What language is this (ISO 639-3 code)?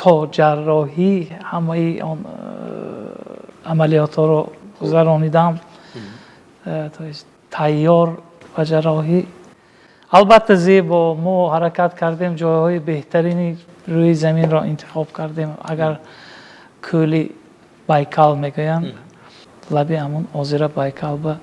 tgk